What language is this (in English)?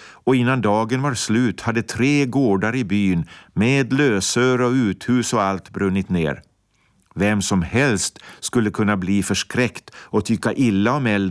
Swedish